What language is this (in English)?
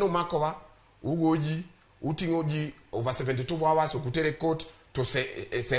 Luo (Kenya and Tanzania)